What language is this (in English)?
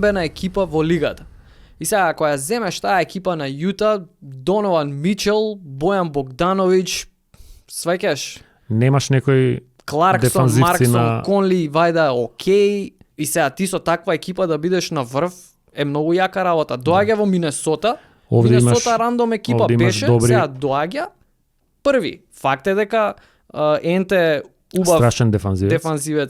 Macedonian